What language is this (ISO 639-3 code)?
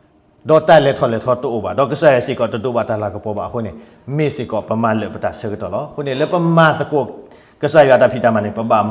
ksw